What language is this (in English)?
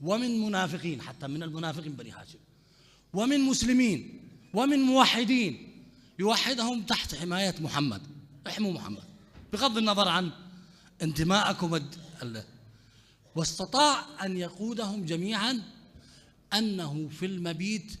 Mesopotamian Arabic